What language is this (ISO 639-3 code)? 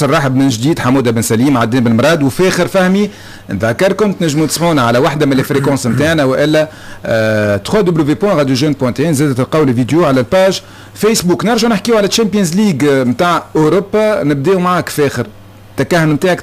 aeb